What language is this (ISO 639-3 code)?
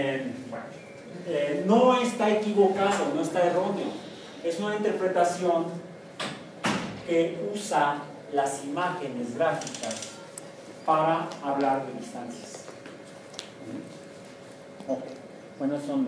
spa